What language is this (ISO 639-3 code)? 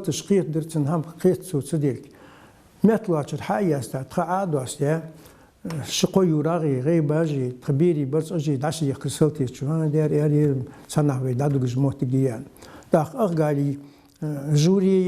inh